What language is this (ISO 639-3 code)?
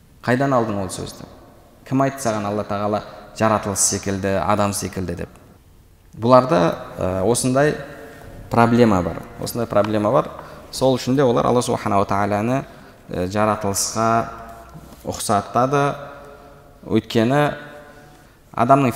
kaz